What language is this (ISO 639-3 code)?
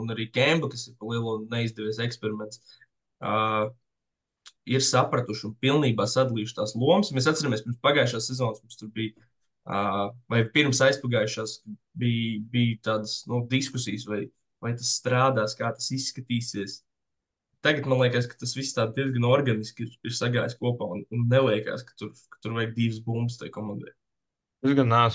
lav